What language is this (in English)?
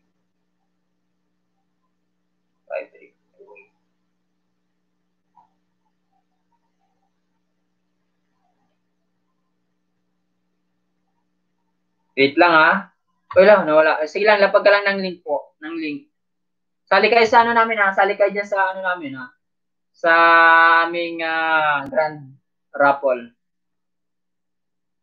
Filipino